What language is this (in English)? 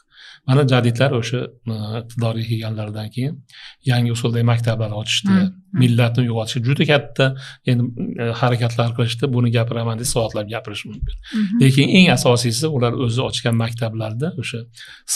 Uzbek